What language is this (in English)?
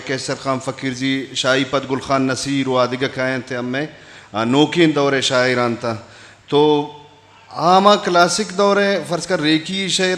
Eastern Balochi